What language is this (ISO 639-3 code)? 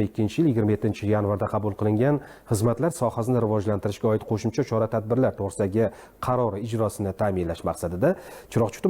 uzb